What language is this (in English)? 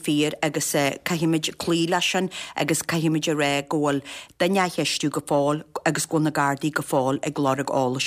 Irish